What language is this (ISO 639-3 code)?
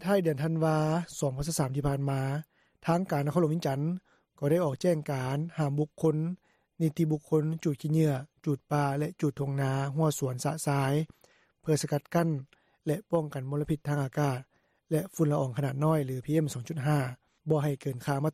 lao